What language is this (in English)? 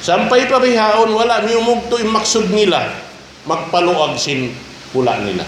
Tausug